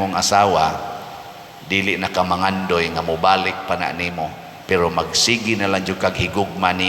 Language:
Cebuano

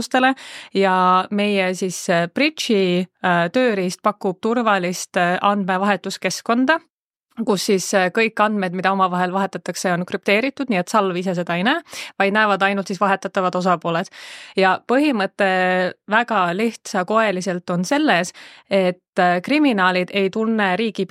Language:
Estonian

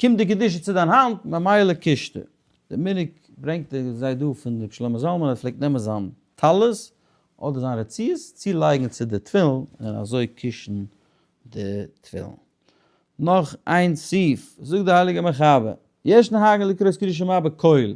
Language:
Yiddish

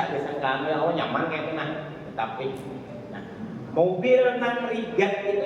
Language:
Banjar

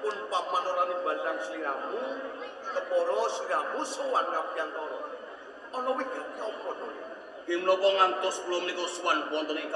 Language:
Javanese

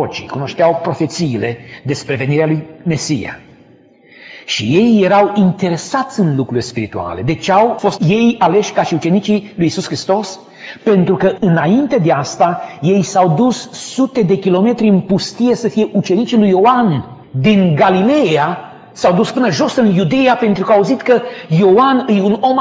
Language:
Romanian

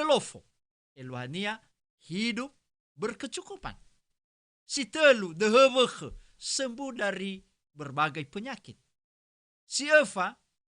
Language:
Nias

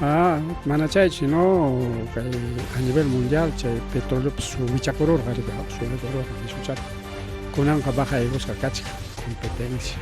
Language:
Ayacucho Quechua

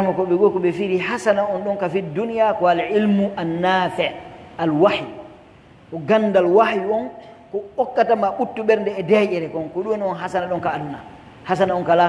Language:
Pular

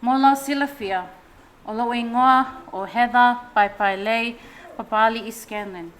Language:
Samoan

